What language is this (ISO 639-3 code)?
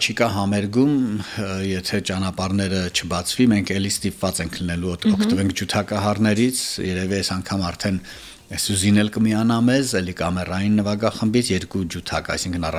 hye